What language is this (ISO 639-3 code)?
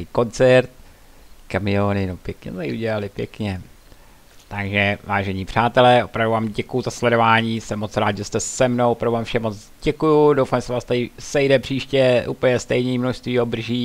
ces